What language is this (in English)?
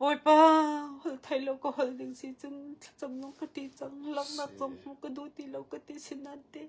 Hakha Chin